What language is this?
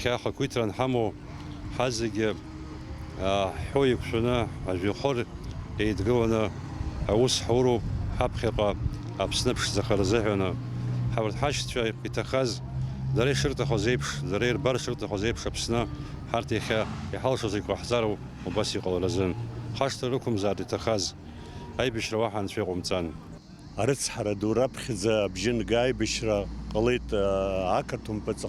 Abkhazian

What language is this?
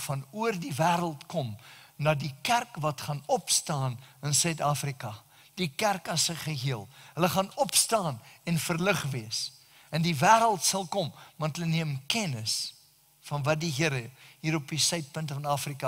Afrikaans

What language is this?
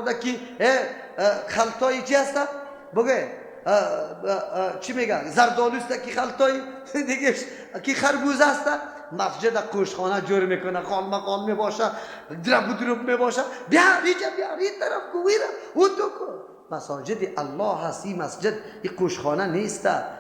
Persian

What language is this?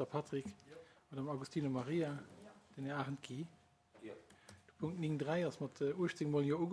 Luxembourgish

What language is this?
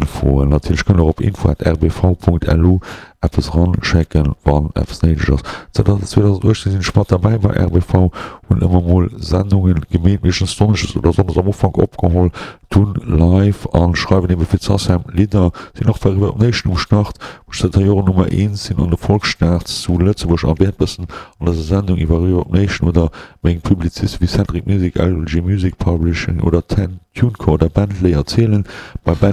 Luxembourgish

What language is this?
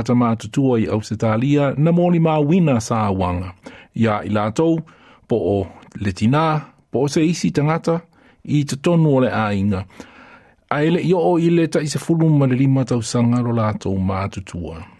Samoan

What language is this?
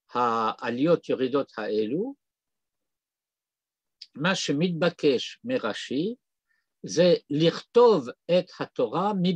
Hebrew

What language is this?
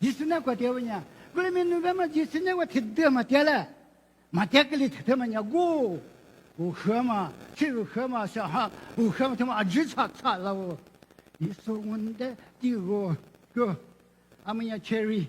Lisu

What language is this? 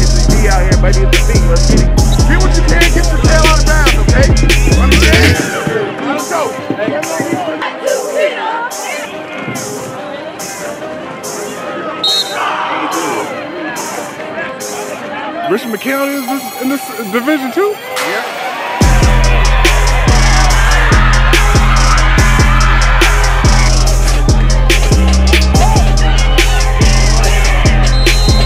English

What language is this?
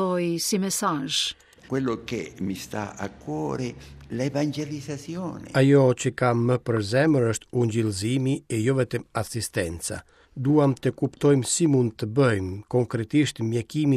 Albanian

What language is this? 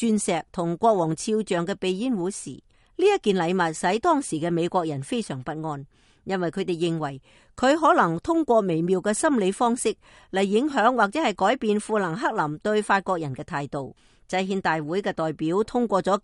Cantonese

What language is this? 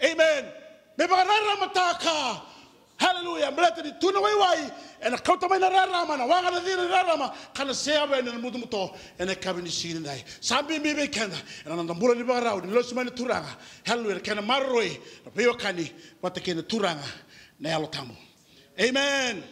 Fijian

